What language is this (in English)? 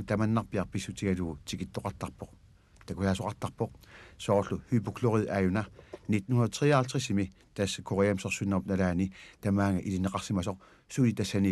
Kalaallisut